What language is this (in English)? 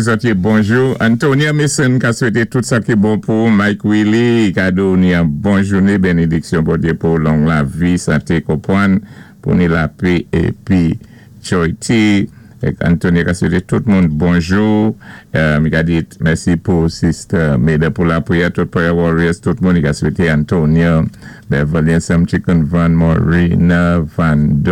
Saint Lucian Creole French